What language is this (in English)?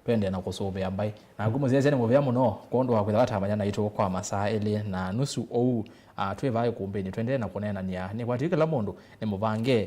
Kamba